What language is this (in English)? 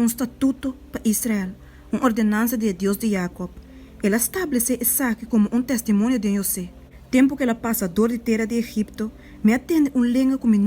Papiamento